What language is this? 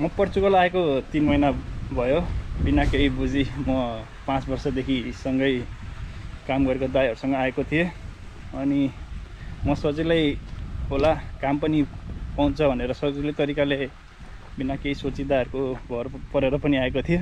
Nepali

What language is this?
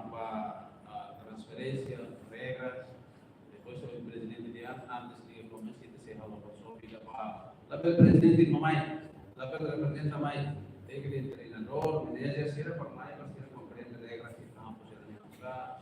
Tetum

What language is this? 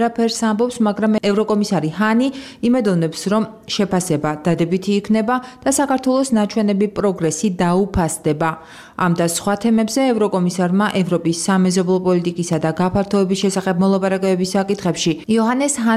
Georgian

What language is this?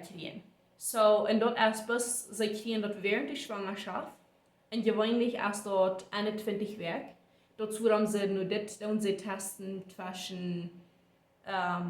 Plautdietsch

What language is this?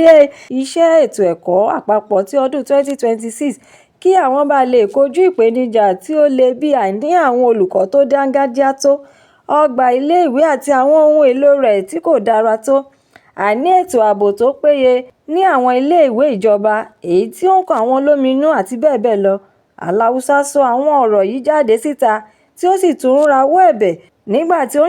Yoruba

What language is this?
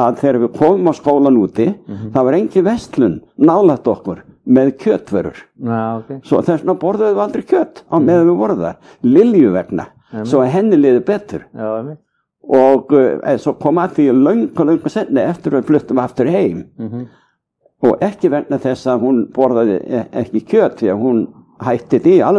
Icelandic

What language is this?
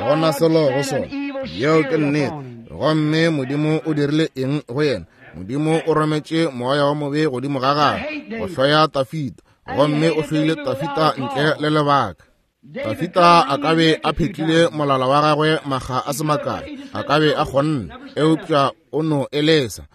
Northern Sotho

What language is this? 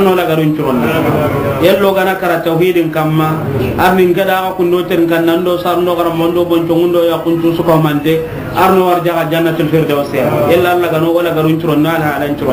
Soninke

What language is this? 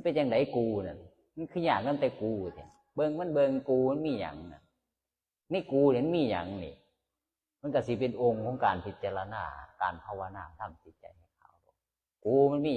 Northeastern Thai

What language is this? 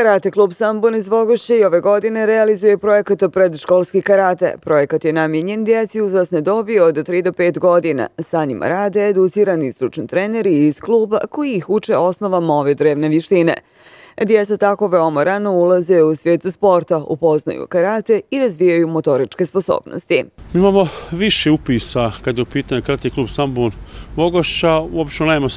Bosnian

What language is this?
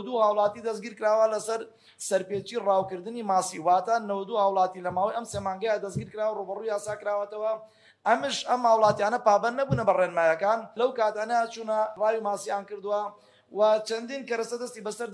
Central Kurdish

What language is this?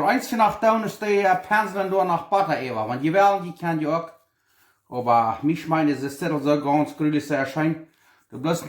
Plautdietsch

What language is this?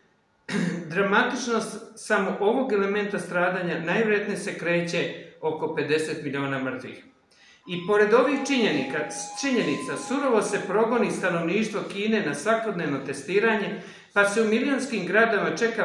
Serbian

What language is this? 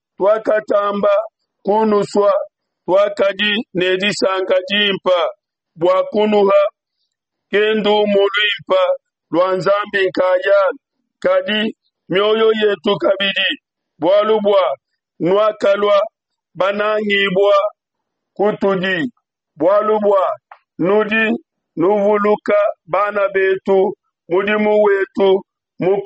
Luba-Lulua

